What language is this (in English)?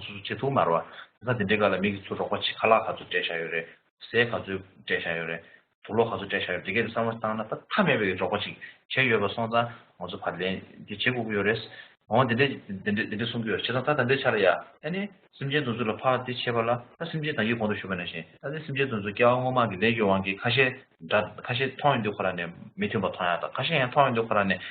Tibetan